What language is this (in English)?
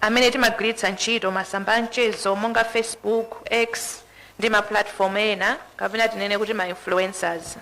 Nyanja